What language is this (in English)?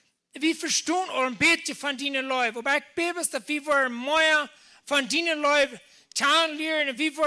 Plautdietsch